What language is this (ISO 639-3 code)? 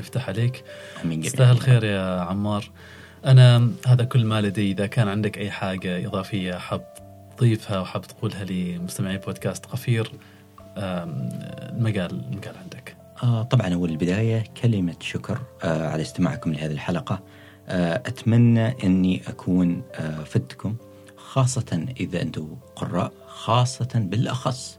afb